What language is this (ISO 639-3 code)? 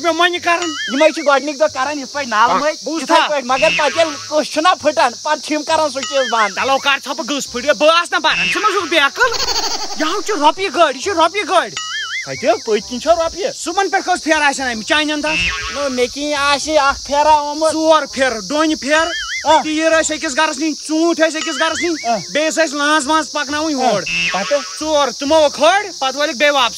kas